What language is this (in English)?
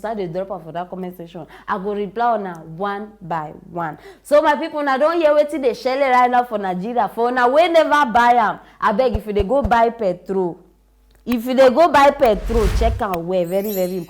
Nigerian Pidgin